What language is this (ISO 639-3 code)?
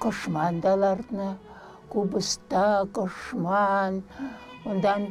chv